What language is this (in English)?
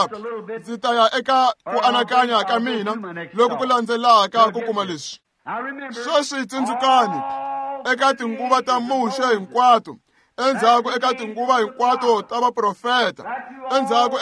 Tsonga